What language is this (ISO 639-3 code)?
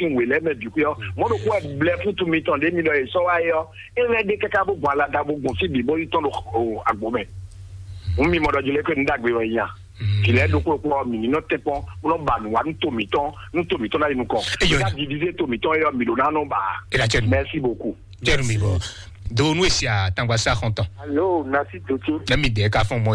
fon